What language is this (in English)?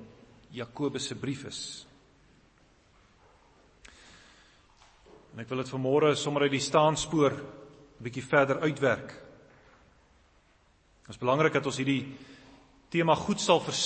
Afrikaans